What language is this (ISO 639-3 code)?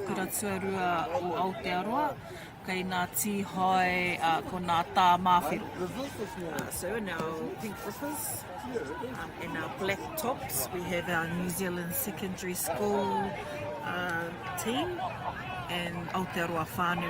mri